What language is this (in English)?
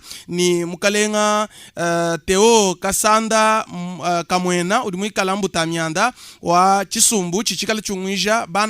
Luba-Lulua